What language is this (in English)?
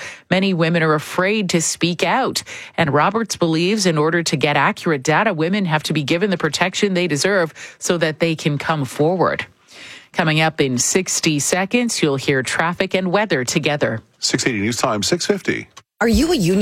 English